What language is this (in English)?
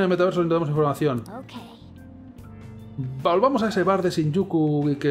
Spanish